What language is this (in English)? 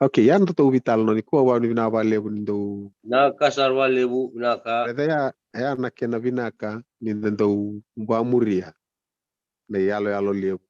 Fijian